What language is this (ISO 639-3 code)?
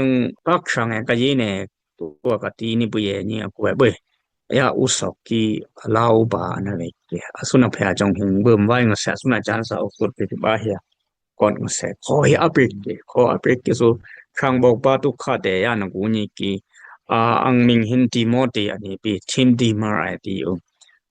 dis